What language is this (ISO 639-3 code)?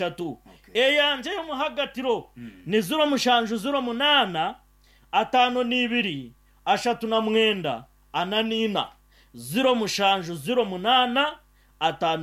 nyn